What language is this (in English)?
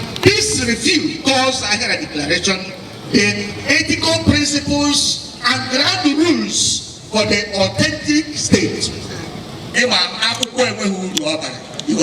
Igbo